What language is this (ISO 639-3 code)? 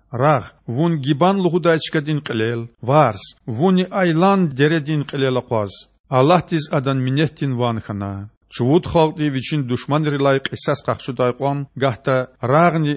lez